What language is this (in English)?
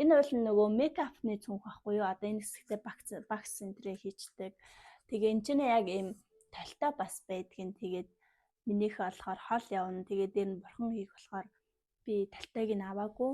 Mongolian